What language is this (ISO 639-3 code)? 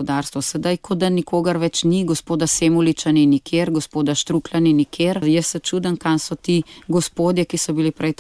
slv